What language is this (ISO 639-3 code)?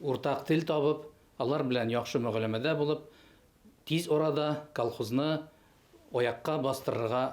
bak